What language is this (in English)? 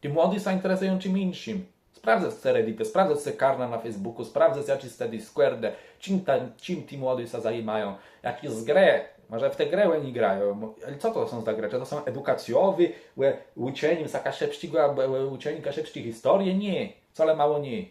Kashubian